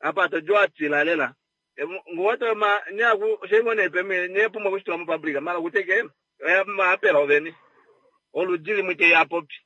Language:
Kuanyama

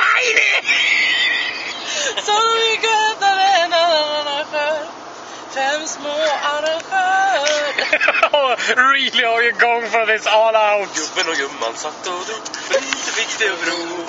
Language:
Swedish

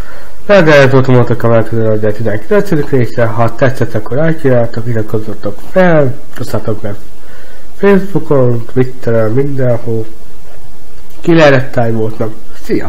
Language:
Hungarian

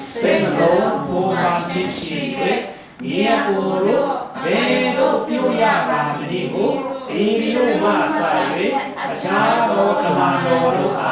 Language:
Falam Chin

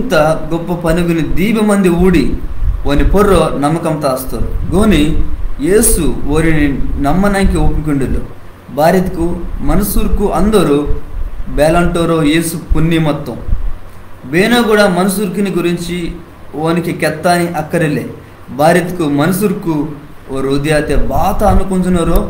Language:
Koya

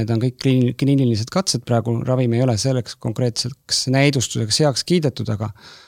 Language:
Estonian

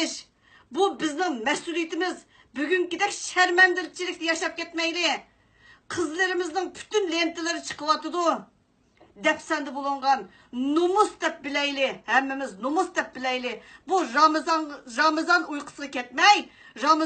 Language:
Uyghur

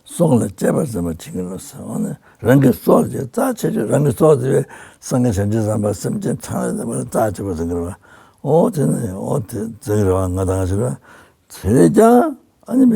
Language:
Tibetan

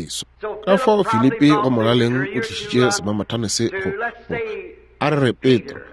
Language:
Northern Sotho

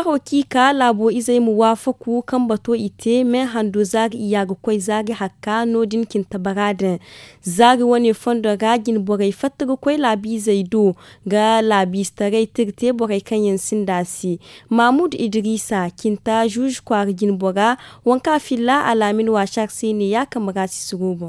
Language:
Zarma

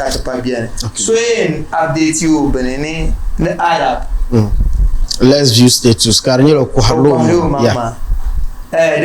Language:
Dagbani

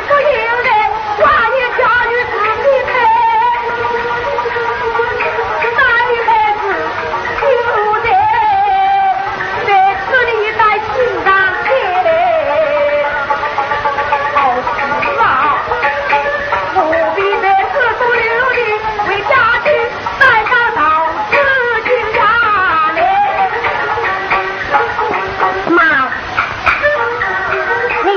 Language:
Chinese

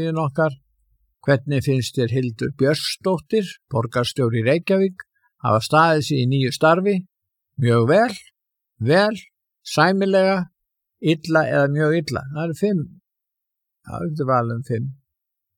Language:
Icelandic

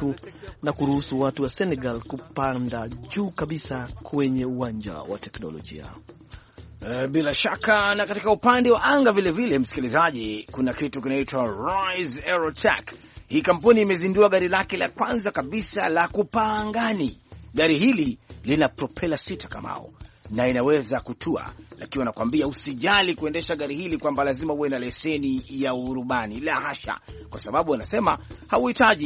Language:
Swahili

